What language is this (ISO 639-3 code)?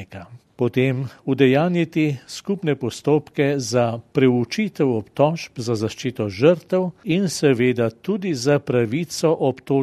slv